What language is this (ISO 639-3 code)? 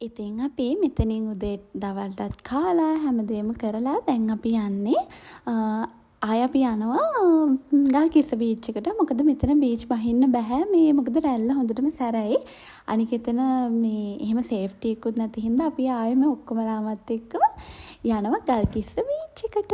sin